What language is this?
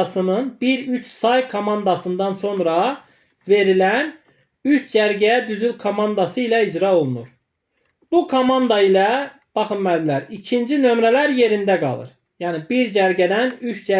Azerbaijani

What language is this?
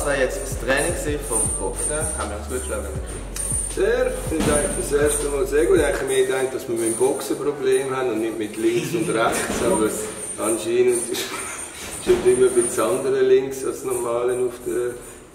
Swiss German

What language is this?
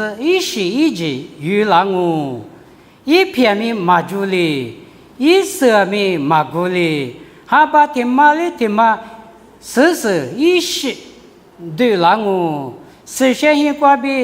Lisu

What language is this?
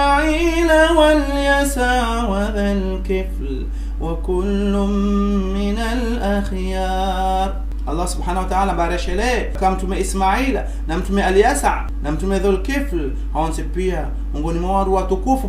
Ngazidja Comorian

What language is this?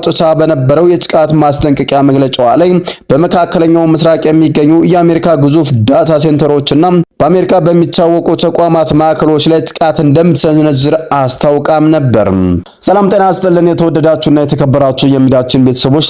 Amharic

